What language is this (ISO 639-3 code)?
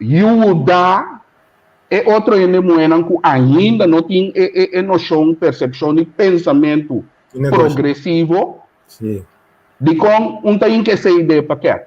pap